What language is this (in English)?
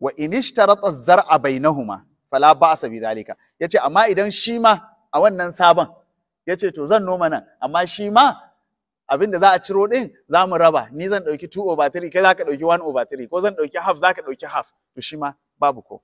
Hausa